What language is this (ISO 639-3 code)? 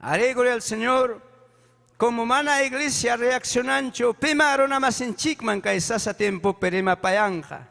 quy